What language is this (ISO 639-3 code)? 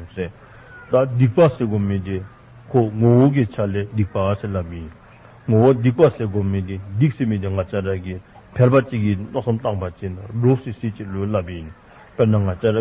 dzo